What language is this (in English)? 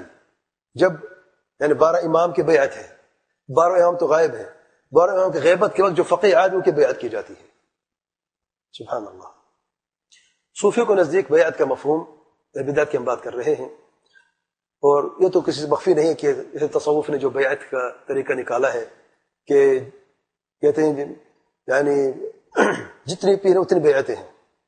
Urdu